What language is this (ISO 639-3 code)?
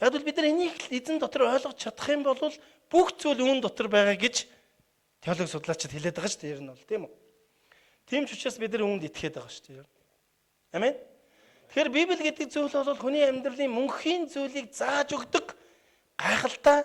mon